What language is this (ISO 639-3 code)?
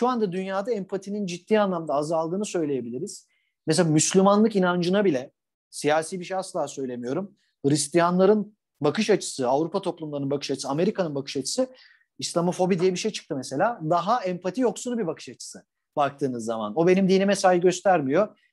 tur